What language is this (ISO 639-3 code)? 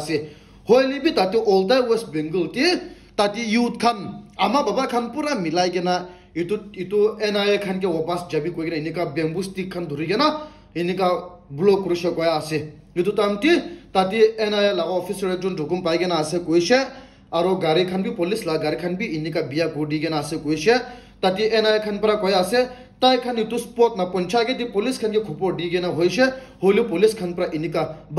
nag